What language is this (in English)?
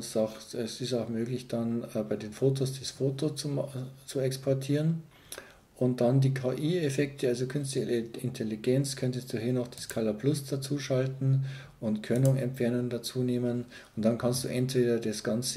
German